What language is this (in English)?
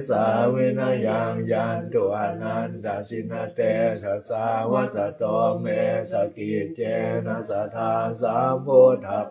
Pali